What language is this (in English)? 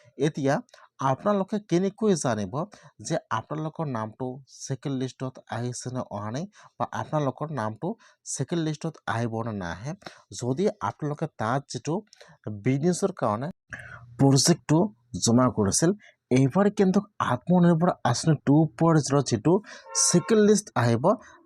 Assamese